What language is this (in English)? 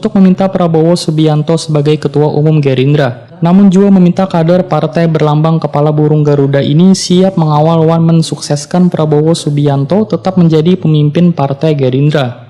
Banjar